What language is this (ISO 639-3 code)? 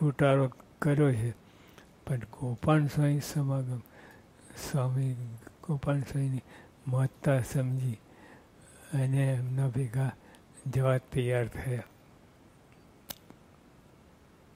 guj